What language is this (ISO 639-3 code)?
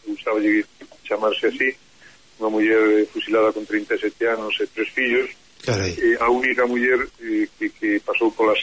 glg